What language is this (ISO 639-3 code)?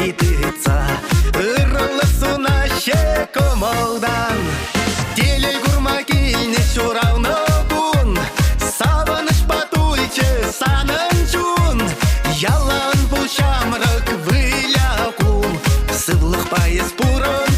chv